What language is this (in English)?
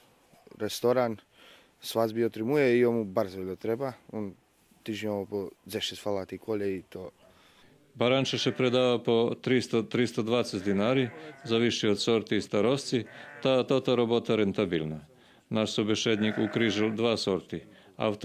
Rusyn